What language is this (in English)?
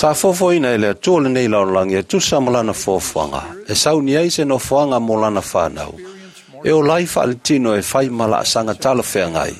Samoan